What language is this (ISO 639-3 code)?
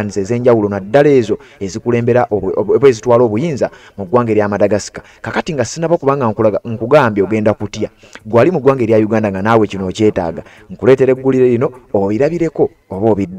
lug